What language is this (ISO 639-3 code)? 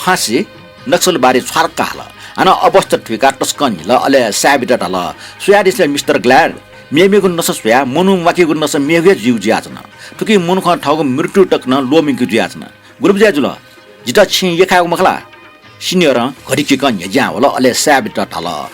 new